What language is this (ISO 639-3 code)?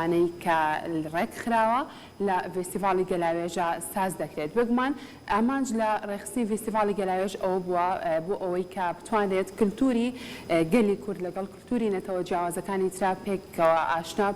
ckb